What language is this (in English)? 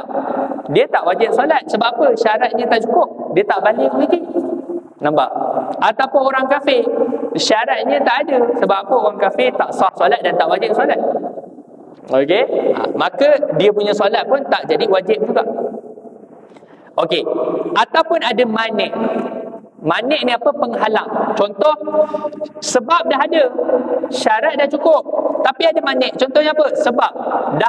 Malay